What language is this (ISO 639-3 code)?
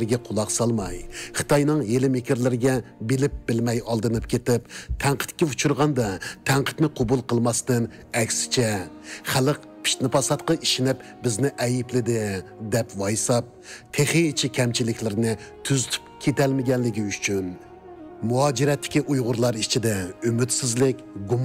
uig